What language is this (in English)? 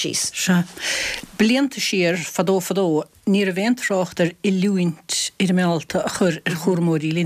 Irish